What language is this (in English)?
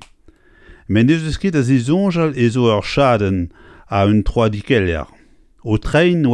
Breton